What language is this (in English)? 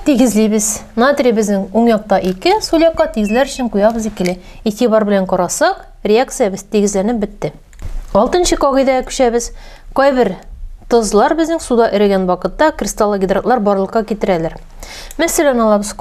Tatar